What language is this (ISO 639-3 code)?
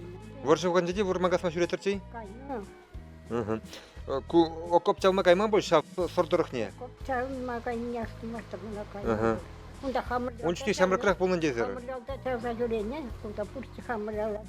chv